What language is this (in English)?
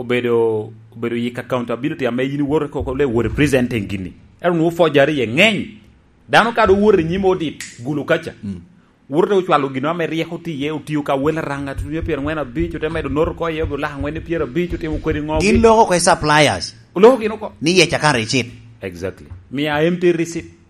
Lango (Uganda)